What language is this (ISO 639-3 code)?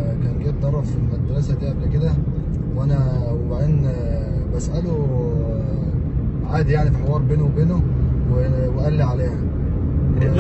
arz